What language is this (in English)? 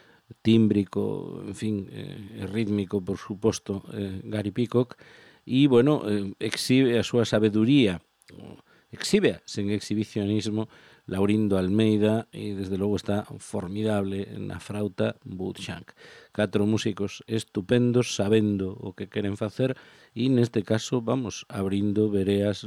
Galician